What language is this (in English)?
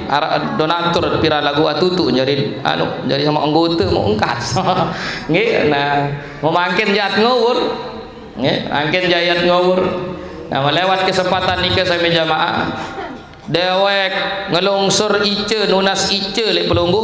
Sasak